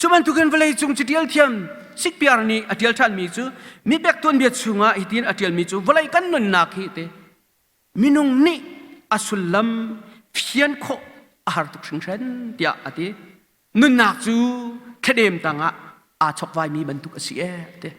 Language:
Hakha Chin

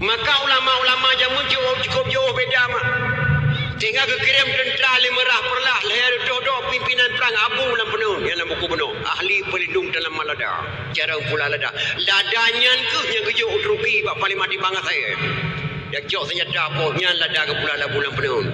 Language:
Achinese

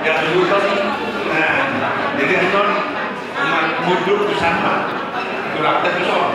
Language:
Batak Toba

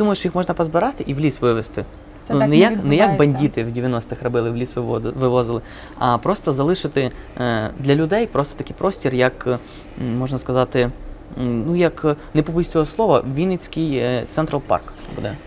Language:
Ukrainian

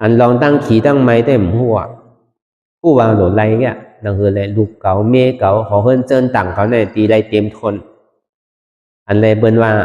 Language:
Shan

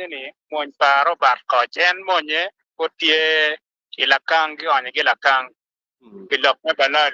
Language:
Acoli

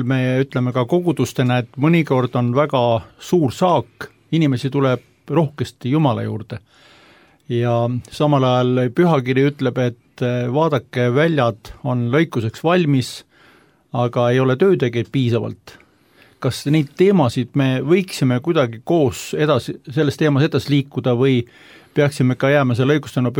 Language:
Estonian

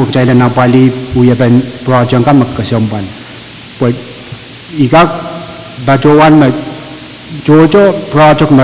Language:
Pohnpeian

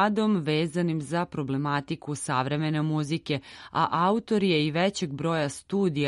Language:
Serbian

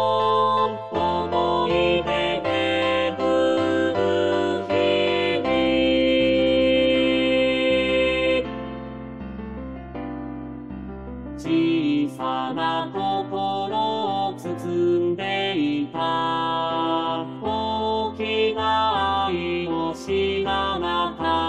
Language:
Japanese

